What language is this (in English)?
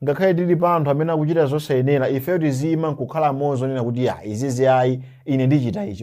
Nyanja